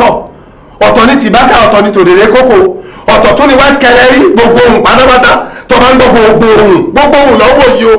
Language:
Yoruba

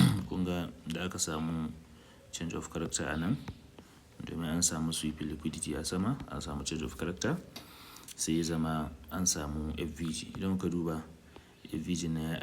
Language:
Hausa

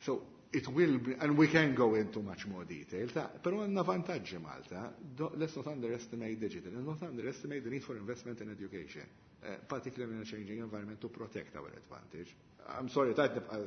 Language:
Maltese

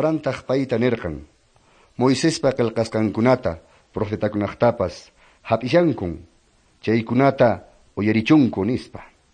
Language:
Quechua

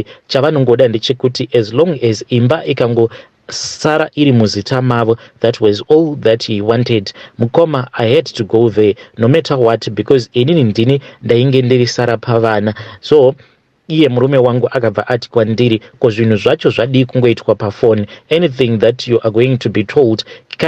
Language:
Shona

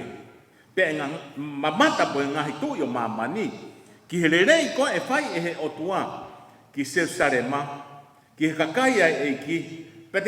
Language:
Tongan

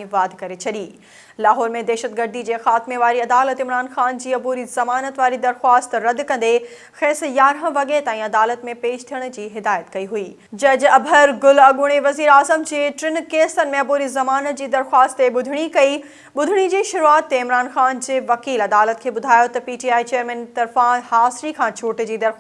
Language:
Sindhi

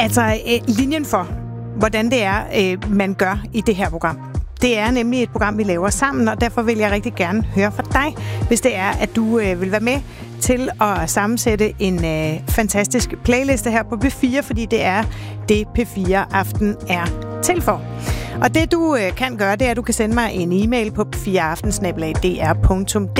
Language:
Danish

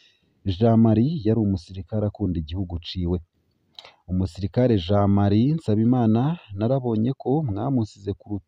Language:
Rundi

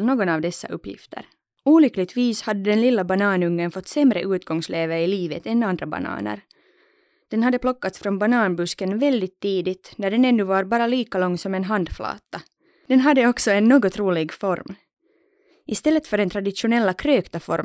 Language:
Swedish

